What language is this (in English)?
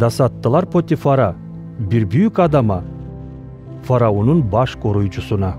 Gagauz